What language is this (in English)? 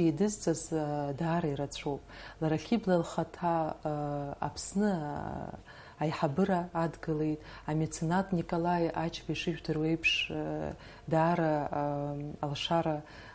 Abkhazian